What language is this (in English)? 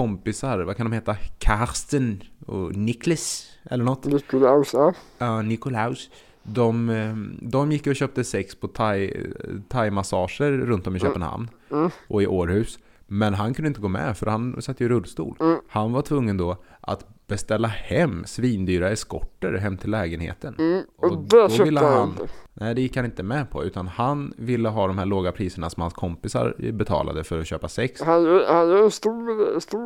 Swedish